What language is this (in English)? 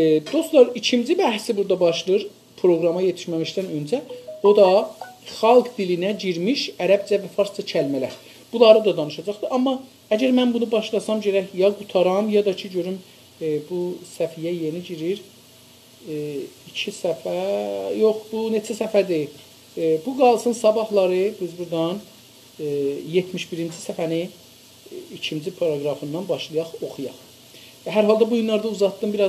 South Azerbaijani